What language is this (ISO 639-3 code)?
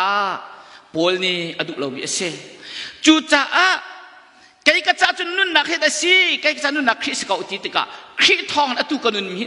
cnh